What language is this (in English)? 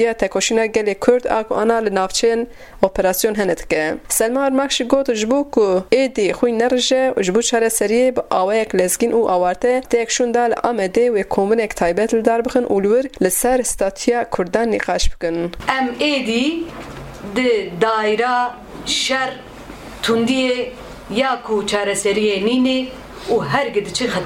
Kurdish